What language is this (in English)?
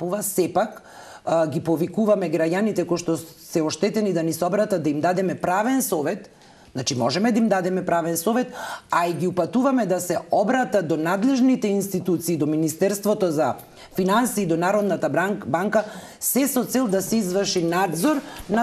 Macedonian